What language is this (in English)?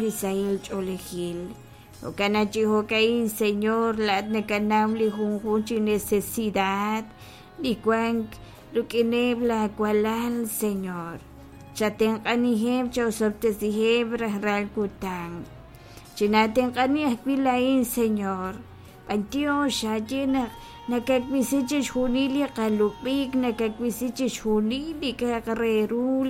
Kekchí